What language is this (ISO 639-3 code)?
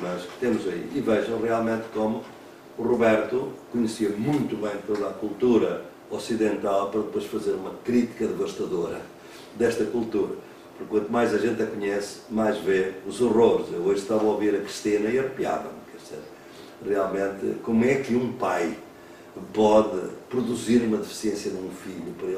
por